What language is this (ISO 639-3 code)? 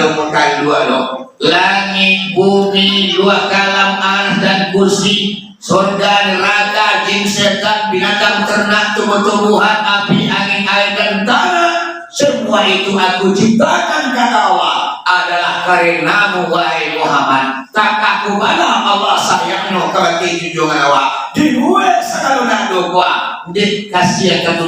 min